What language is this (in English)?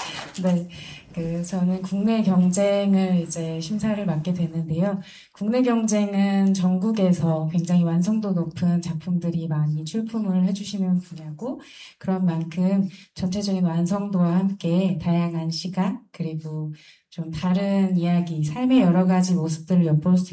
Korean